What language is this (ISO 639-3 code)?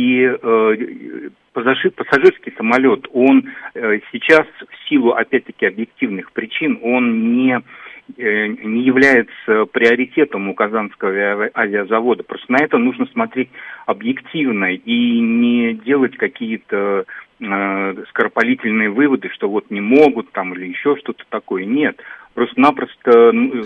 rus